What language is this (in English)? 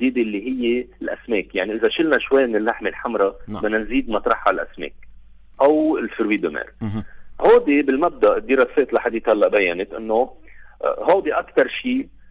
North Levantine Arabic